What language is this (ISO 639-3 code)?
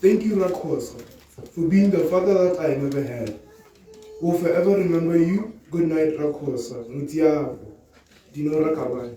tsn